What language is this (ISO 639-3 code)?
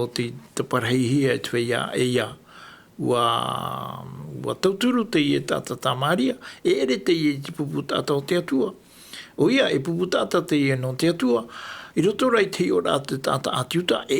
tah